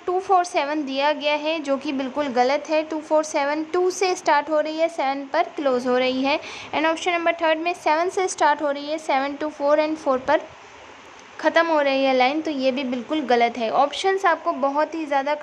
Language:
Hindi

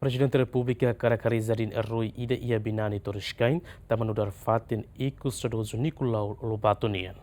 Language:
Tetum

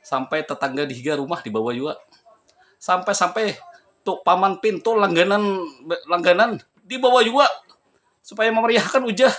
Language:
Banjar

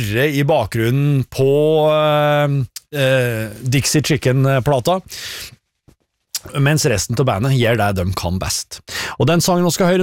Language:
Norwegian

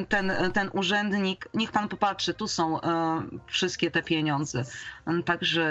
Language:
Polish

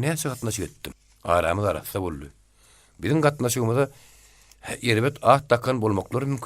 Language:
Turkmen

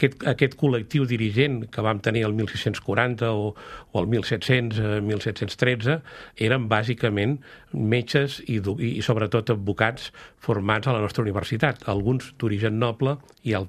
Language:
Catalan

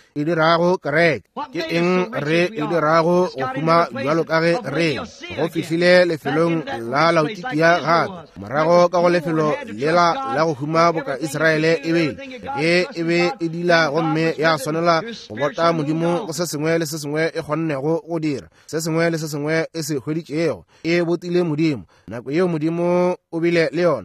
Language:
Northern Sotho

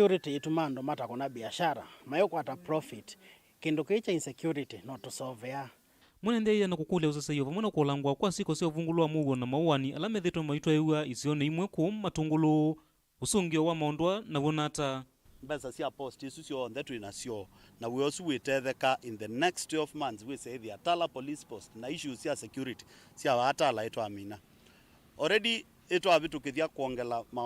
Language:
Kamba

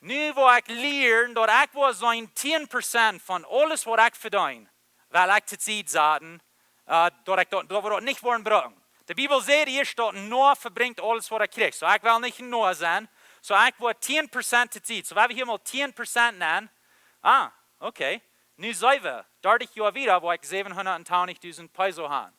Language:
Plautdietsch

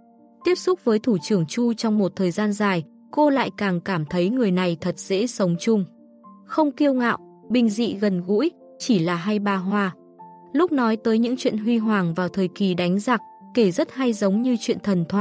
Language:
Vietnamese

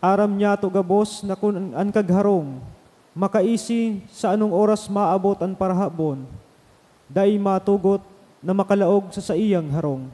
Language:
Bikol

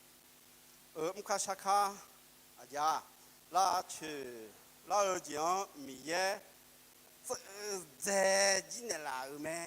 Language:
Akha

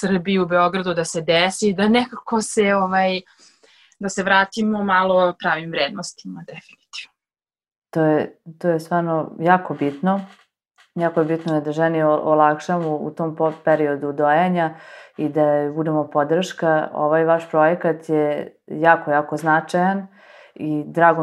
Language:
Serbian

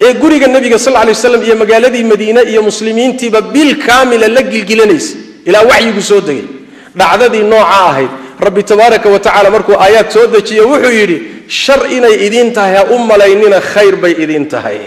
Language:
Somali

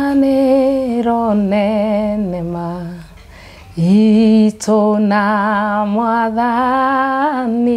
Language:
Kikuyu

